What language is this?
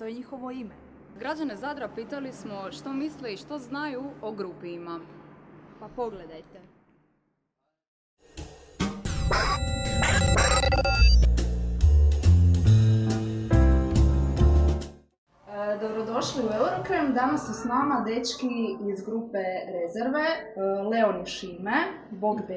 Croatian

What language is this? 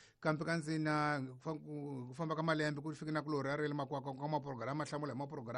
Tsonga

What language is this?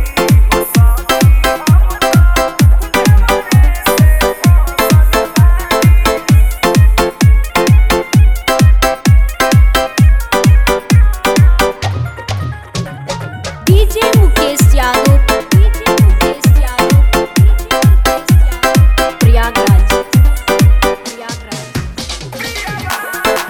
Bhojpuri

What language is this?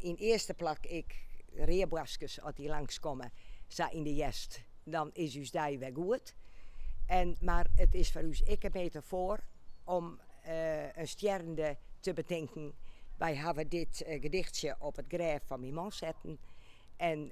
Western Frisian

